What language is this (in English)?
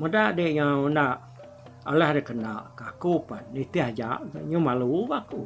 Iban